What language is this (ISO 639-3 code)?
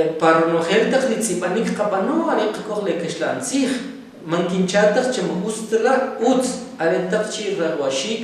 quc